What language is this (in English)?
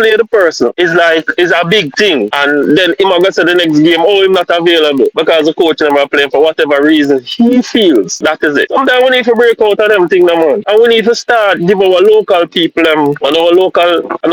Jamaican Creole English